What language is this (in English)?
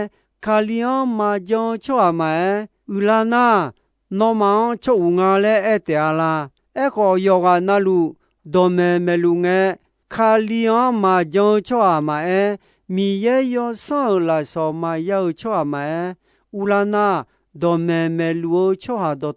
Akha